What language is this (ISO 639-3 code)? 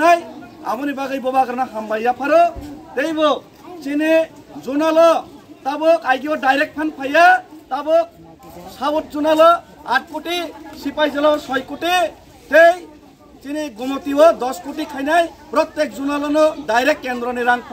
trp